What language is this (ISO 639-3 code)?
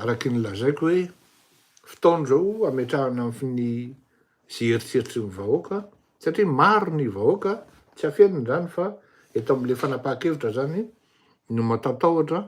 mlg